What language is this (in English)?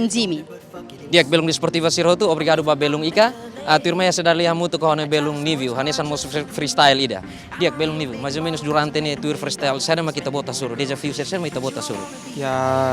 Tetum